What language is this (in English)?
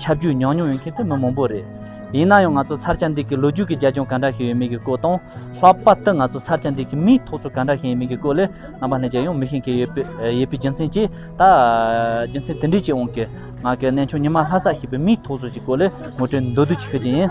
Tibetan